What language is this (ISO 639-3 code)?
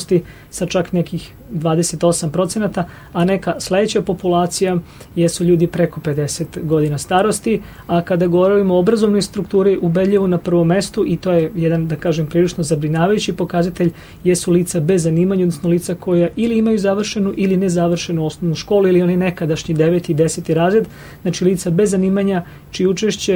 srp